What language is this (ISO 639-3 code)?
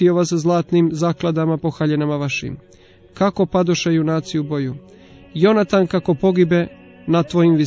hrv